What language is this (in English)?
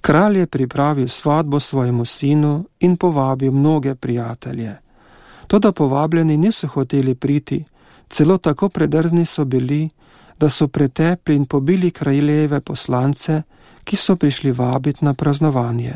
Slovenian